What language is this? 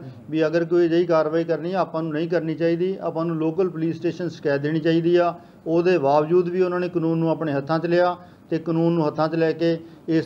Punjabi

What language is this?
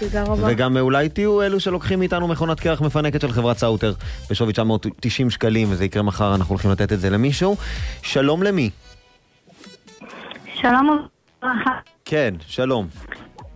Hebrew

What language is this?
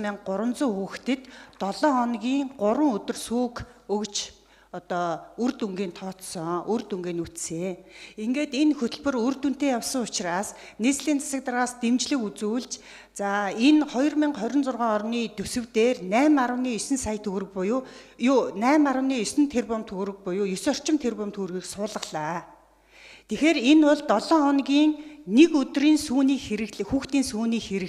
Mongolian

